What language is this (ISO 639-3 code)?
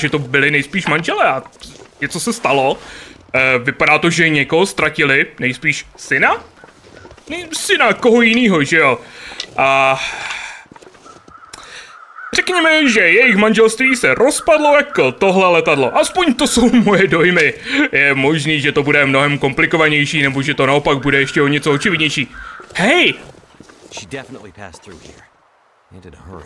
ces